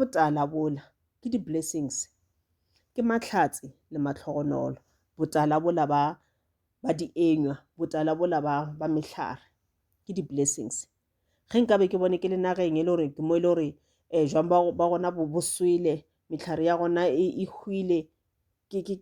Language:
Northern Sotho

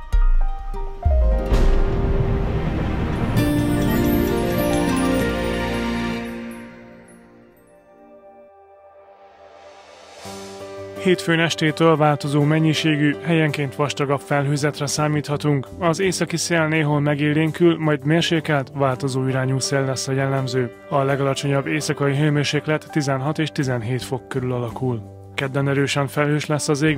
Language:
Hungarian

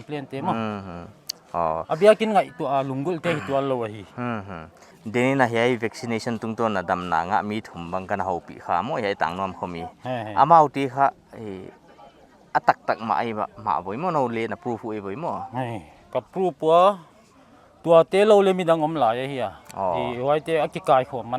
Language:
Paite Chin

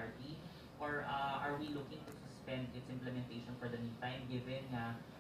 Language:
Hiligaynon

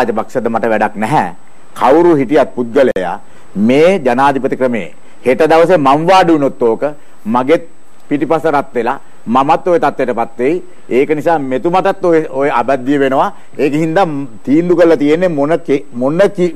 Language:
Sinhala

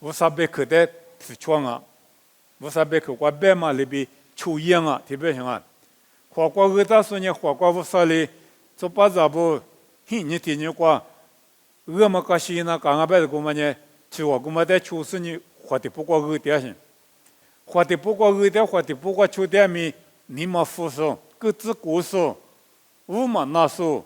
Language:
Lisu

